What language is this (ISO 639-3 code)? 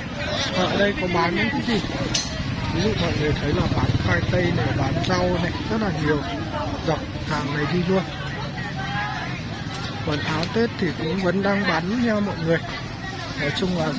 vie